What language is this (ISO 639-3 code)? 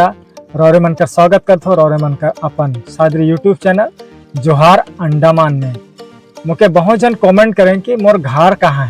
sck